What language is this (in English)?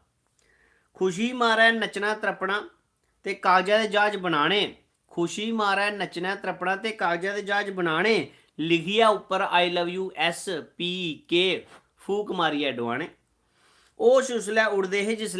Dogri